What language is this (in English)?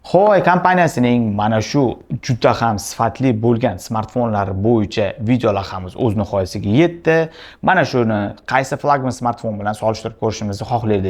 Uzbek